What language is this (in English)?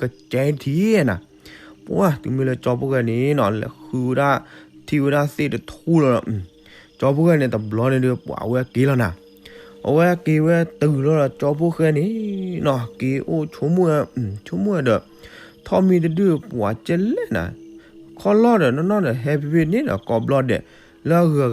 S'gaw Karen